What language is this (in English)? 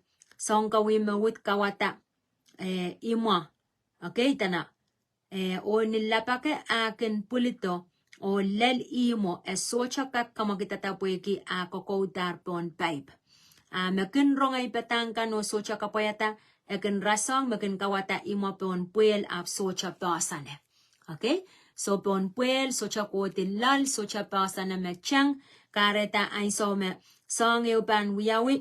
Pohnpeian